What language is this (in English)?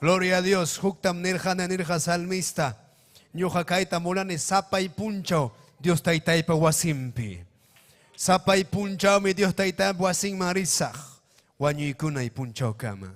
Ayacucho Quechua